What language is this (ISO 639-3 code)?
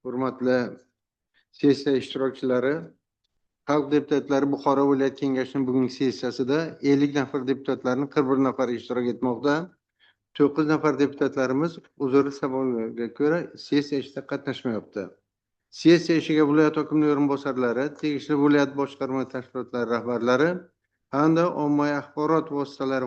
uzb